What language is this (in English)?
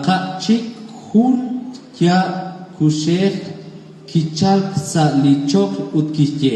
Kekchí